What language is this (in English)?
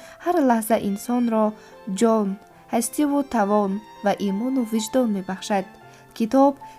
Tajik